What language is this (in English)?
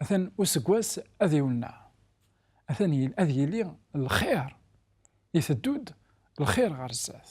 Kabyle